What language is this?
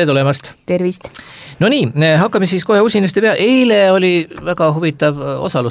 Estonian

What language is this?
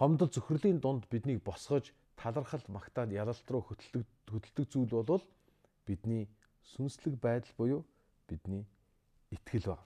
Mongolian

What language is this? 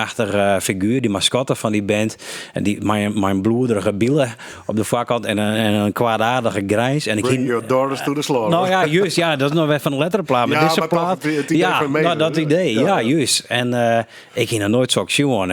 Western Frisian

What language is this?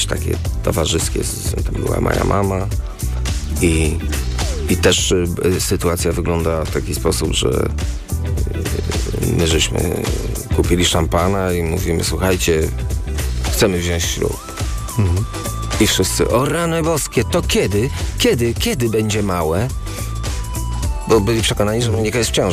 Polish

